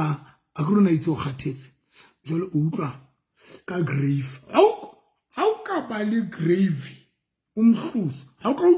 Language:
Southern Sotho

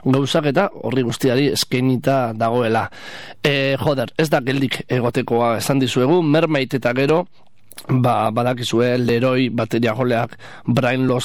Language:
Basque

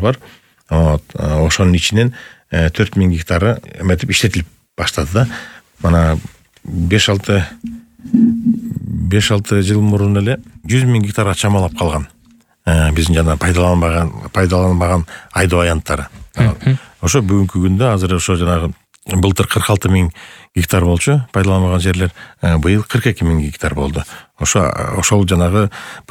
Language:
Kyrgyz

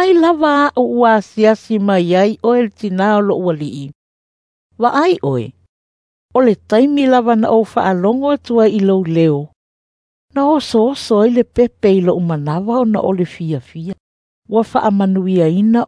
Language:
Samoan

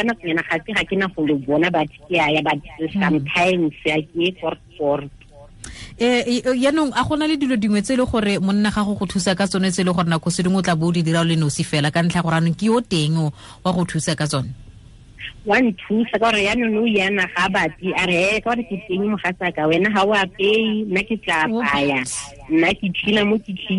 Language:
Tswana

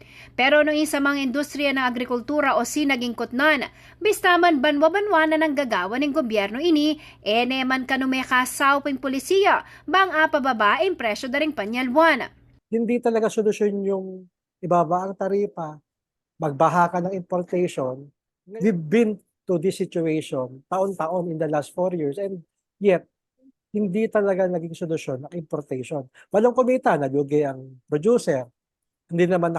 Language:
Pampanga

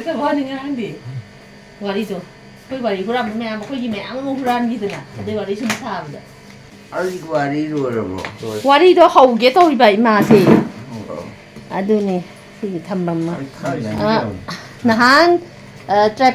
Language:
Manipuri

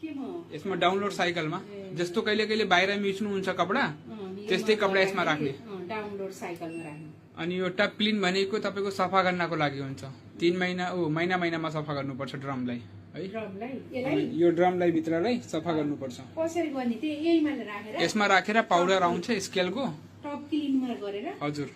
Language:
Nepali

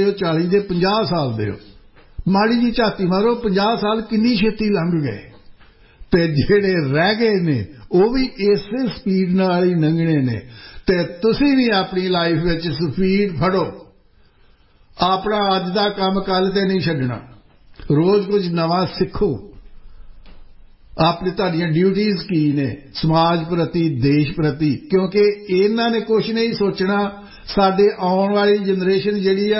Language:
Punjabi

